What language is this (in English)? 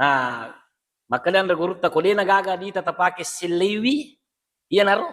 Buginese